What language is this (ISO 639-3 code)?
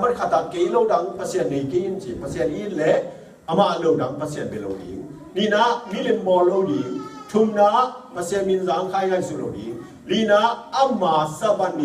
ctd